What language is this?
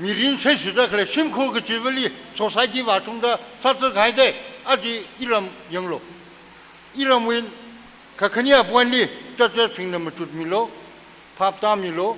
Tangkhul Naga (India)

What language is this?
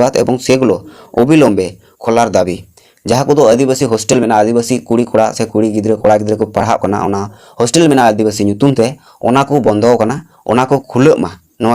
Santali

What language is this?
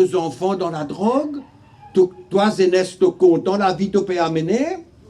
Morisyen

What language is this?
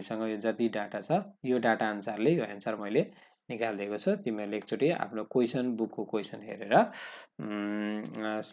Nepali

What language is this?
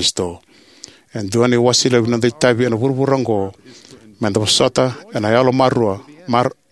Fijian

